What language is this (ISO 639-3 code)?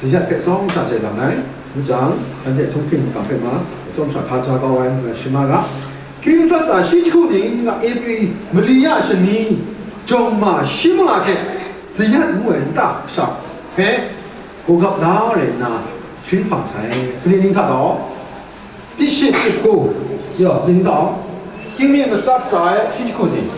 kac